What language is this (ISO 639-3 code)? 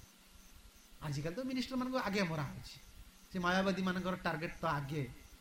ori